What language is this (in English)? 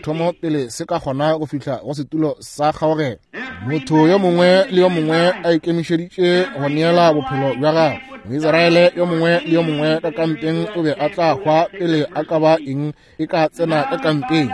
Northern Sotho